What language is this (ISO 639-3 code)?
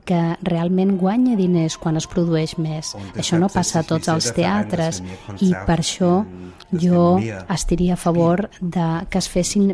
cat